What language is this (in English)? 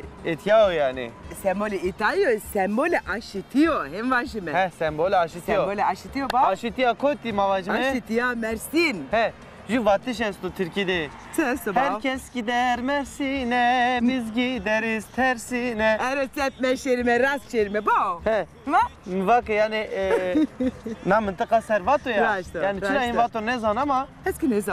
Zaza